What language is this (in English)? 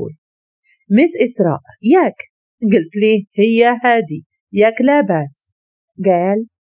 Moroccan Arabic